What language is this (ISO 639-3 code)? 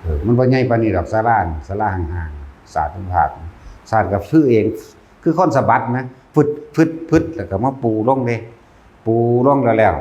tts